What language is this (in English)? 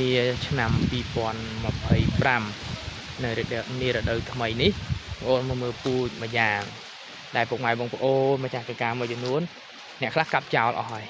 Khmer